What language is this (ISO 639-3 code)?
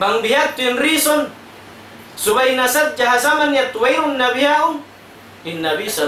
tsg